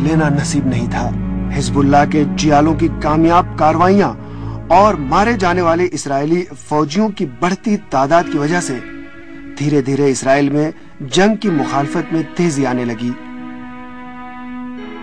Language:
Urdu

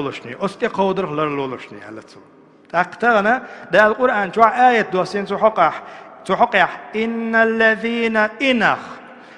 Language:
Chechen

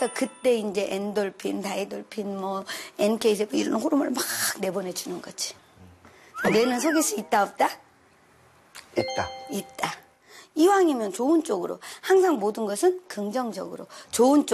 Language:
Korean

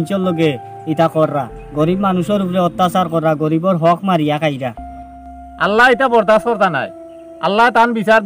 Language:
Sylheti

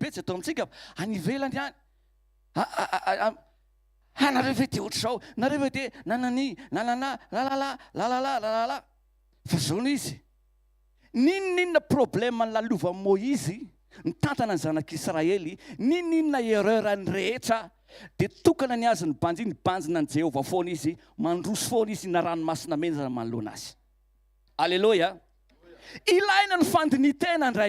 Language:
Malagasy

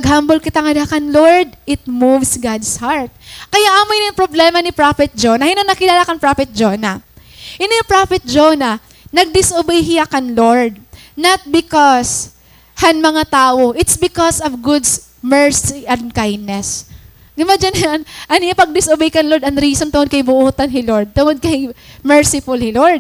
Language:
Waray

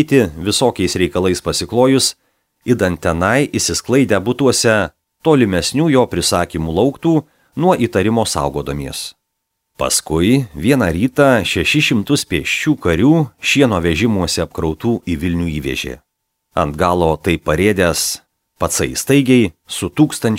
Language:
Lithuanian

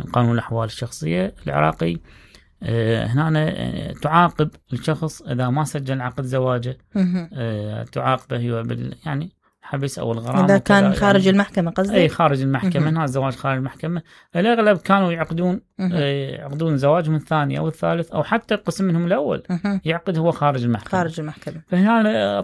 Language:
Mesopotamian Arabic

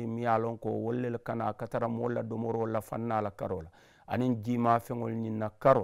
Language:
Mandingo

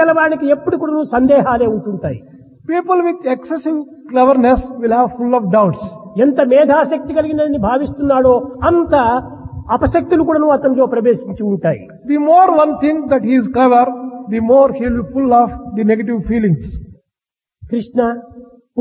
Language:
Telugu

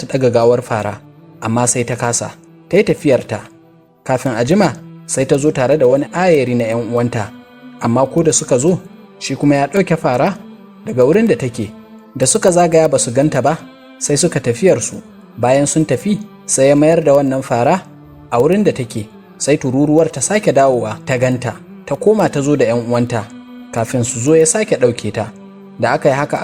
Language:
Hausa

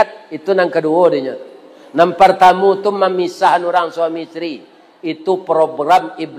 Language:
Minangkabau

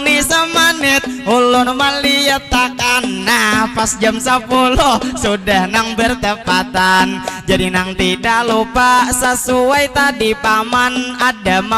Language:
Banjar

